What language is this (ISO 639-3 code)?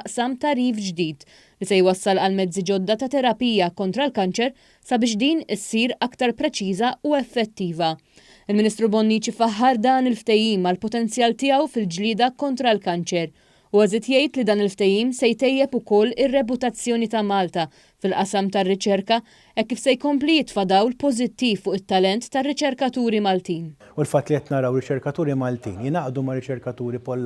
mlt